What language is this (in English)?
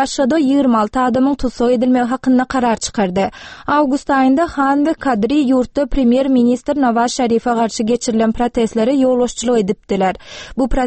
Turkmen